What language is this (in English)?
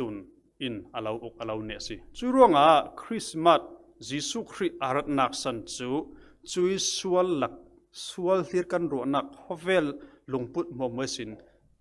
Falam Chin